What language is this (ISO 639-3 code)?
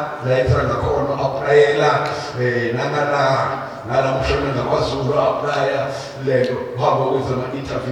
zul